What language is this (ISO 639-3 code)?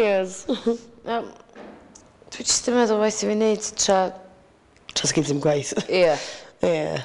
cym